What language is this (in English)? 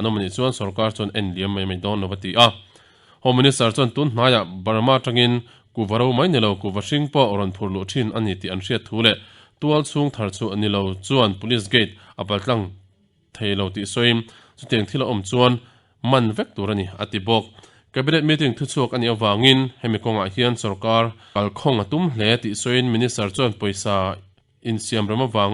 Mizo